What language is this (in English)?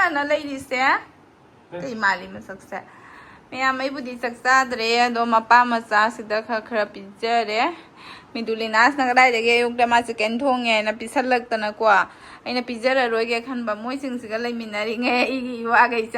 Manipuri